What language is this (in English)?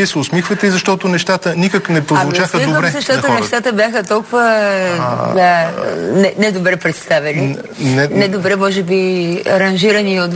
Bulgarian